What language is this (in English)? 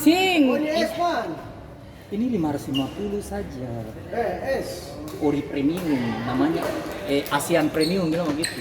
Ambonese Malay